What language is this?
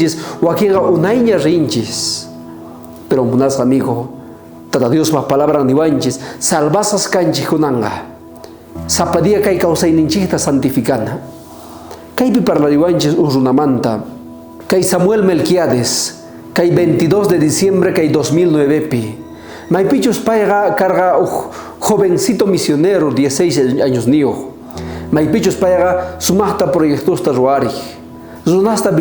South Bolivian Quechua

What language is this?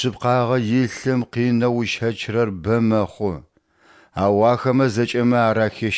Adyghe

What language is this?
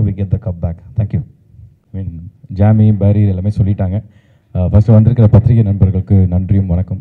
Tamil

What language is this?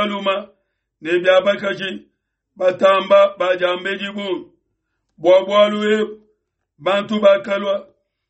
Luba-Lulua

